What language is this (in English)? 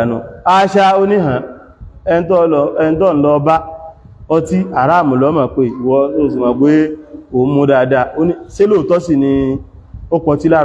Yoruba